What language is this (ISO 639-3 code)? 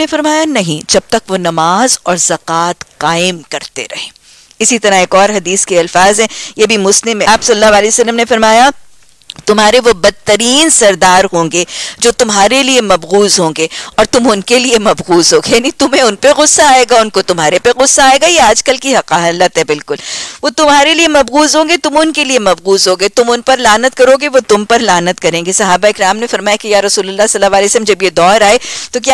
urd